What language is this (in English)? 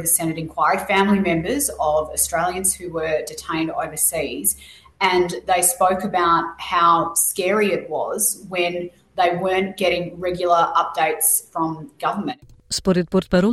Macedonian